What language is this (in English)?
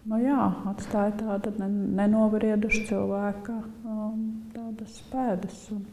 Latvian